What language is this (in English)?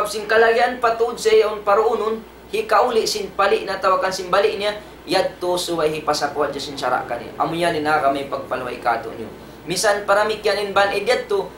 Tausug